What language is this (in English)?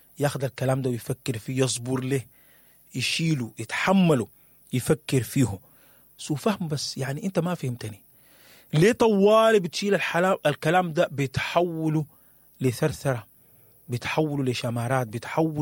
Sudanese Arabic